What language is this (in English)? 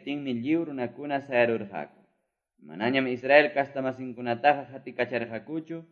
Quechua